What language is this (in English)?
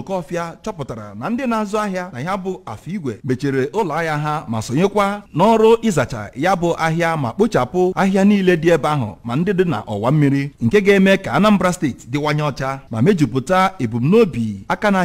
Igbo